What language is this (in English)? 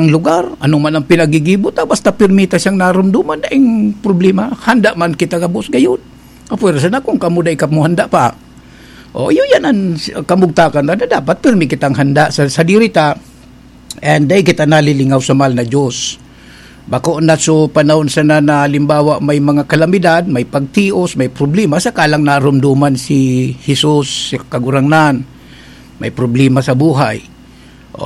Bikol